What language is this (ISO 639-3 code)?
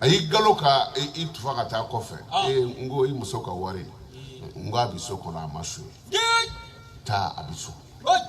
bam